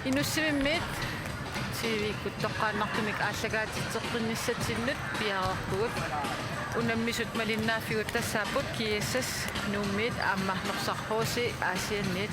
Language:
Kalaallisut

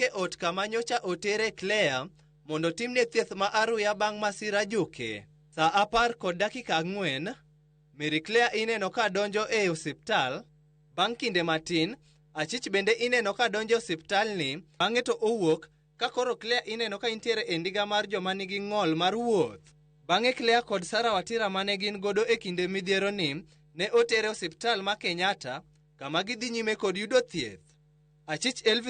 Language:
Luo (Kenya and Tanzania)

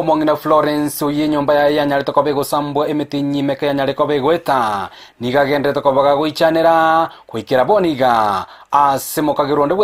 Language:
Gusii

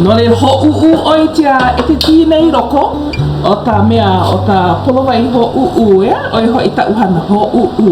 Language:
Hawaiian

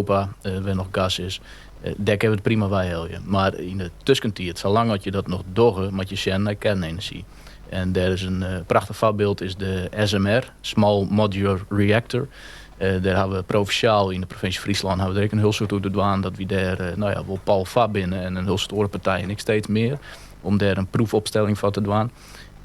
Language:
Western Frisian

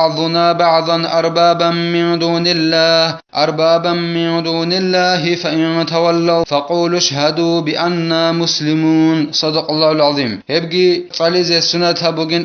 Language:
Avaric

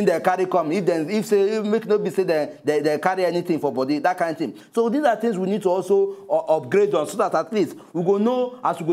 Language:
Nigerian Pidgin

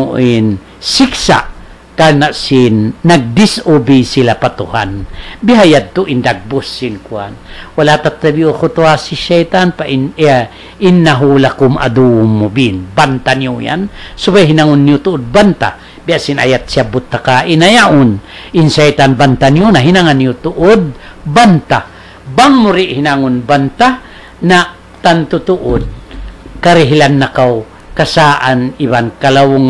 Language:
Tausug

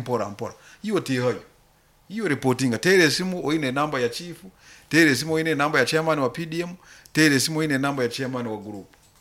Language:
Nyoro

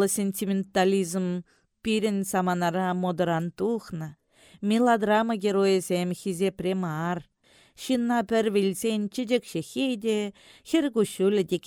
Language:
Chuvash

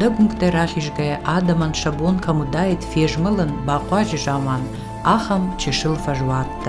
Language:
Ossetic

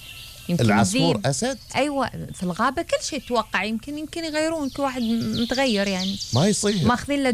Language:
Gulf Arabic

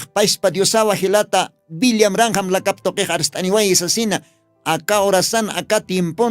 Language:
Aymara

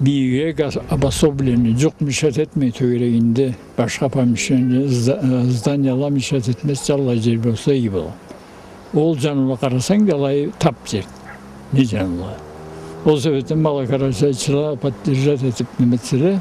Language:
Karachay-Balkar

